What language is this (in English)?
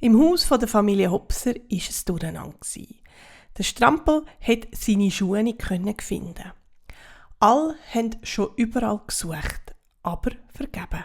Swiss German